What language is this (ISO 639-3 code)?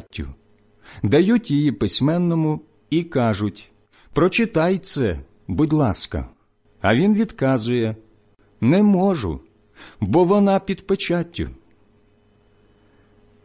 ukr